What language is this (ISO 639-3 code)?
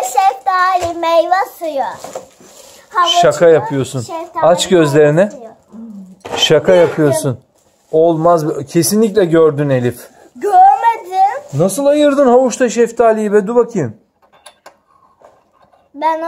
tur